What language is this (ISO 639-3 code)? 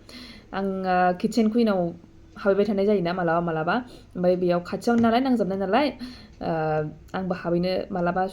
brx